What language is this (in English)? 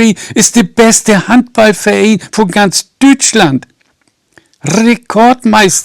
Low German